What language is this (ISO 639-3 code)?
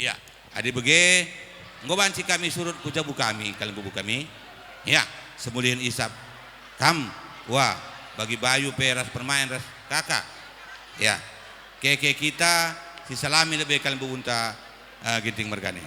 btx